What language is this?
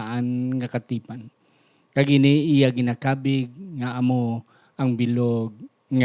Hiligaynon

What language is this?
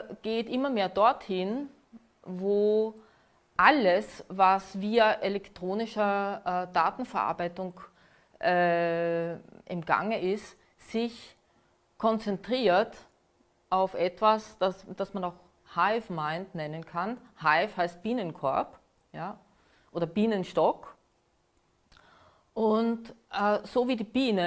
German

